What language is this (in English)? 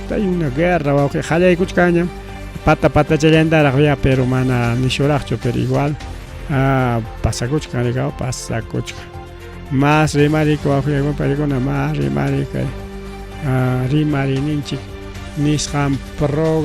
Ayacucho Quechua